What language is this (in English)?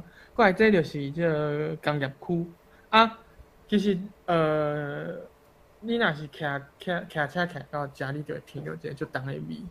Min Nan Chinese